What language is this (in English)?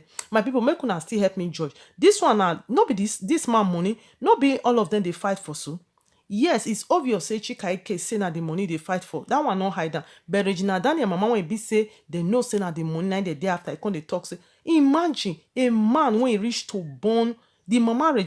Nigerian Pidgin